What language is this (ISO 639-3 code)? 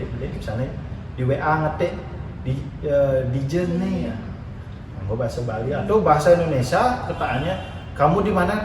ban